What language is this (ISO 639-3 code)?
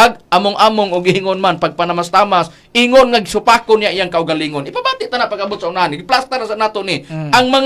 ceb